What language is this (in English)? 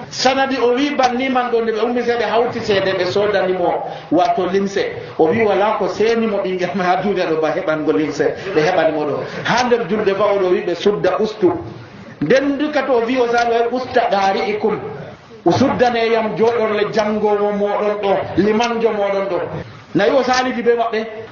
Nigerian Fulfulde